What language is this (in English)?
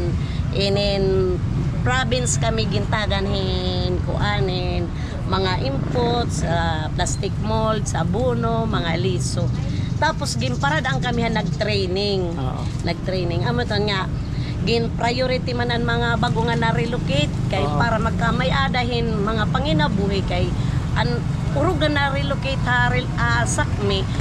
Waray